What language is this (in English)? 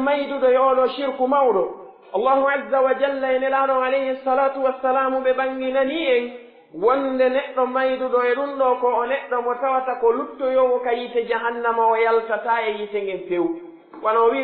Pular